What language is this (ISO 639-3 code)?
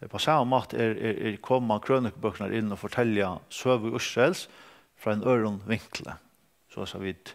fao